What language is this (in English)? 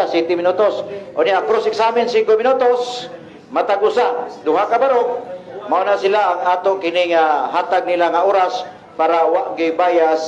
Cebuano